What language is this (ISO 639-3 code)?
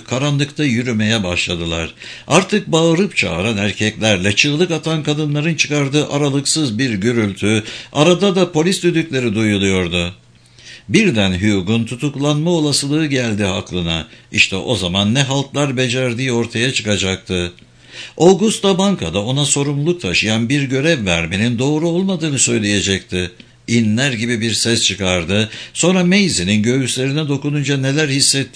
tur